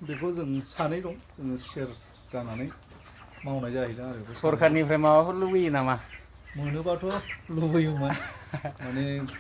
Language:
Bodo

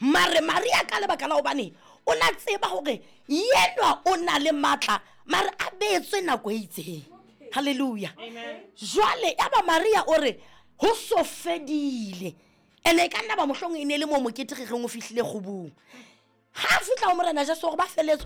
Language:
Southern Sotho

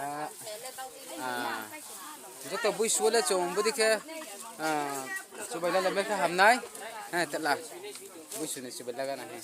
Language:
Riang (India)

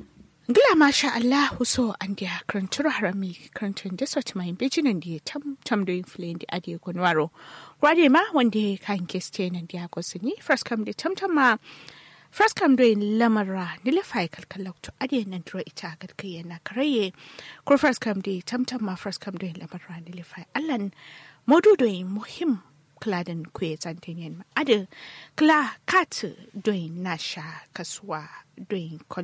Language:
Kanuri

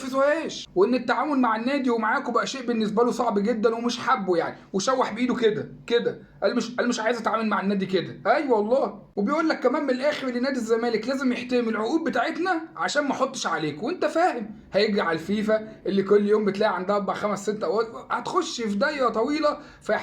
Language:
Egyptian Arabic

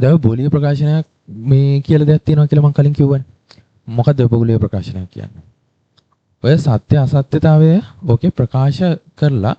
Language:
Sinhala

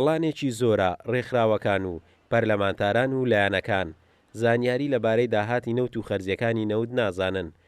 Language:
Central Kurdish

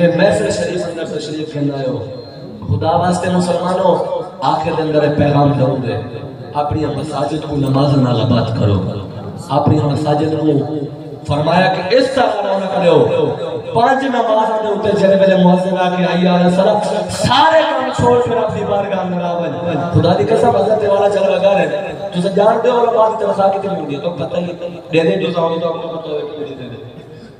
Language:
Saraiki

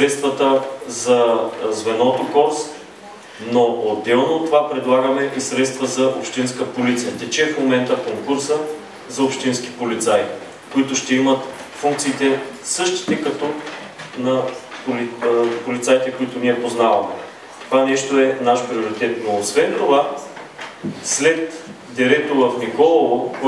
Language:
Bulgarian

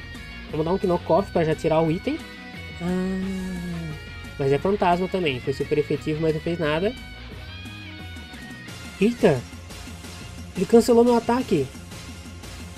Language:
Portuguese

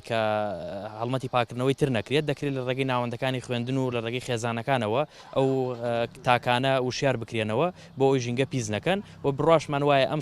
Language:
Central Kurdish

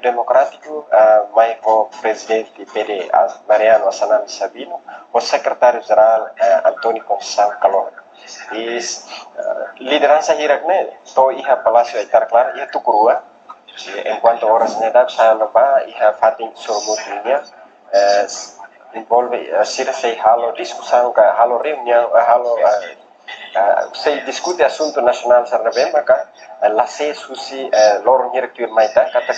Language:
Tetum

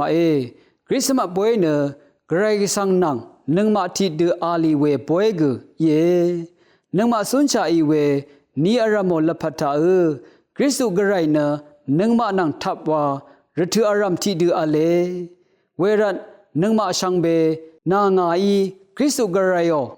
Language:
Rawang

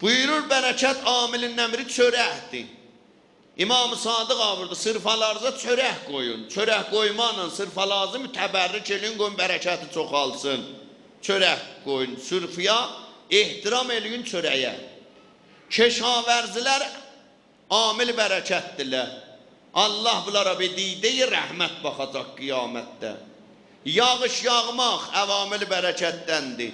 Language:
South Azerbaijani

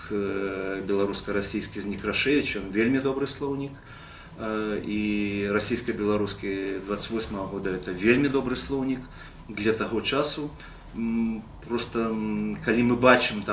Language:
Belarusian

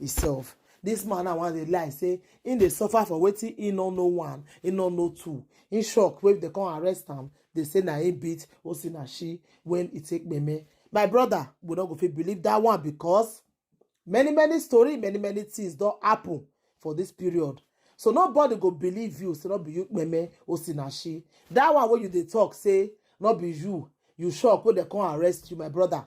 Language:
Nigerian Pidgin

